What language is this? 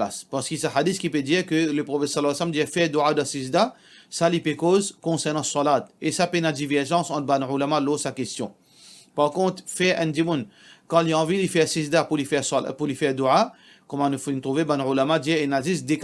Morisyen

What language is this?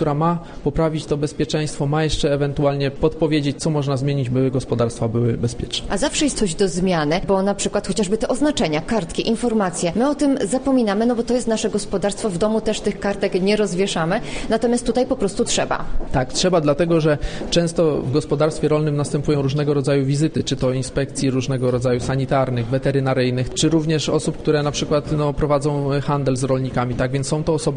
Polish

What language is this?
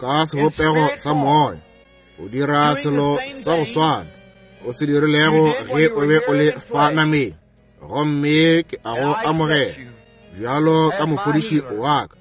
Northern Sotho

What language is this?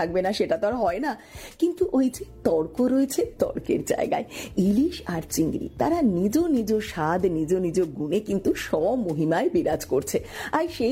Bangla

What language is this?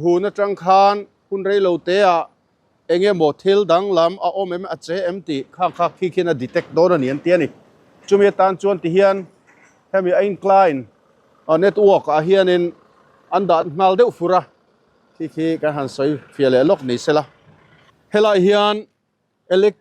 Mizo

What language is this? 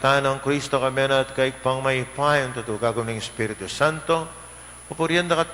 Pampanga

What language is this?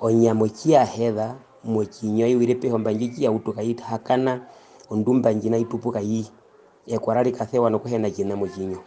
Herero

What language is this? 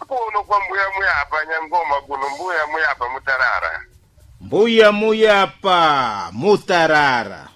Sena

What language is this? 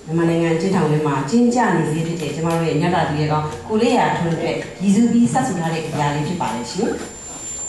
Burmese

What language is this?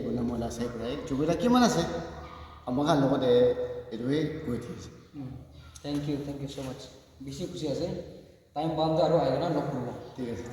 Naga Pidgin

